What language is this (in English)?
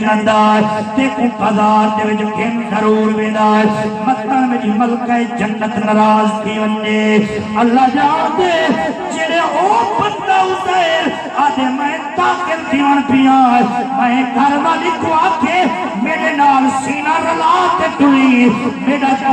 Saraiki